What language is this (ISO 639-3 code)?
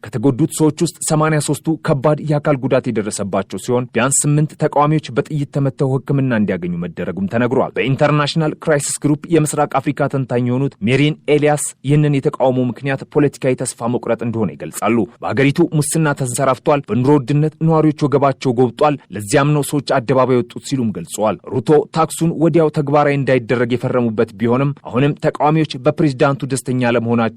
amh